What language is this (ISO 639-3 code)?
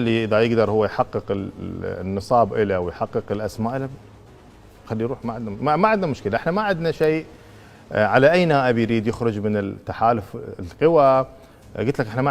acm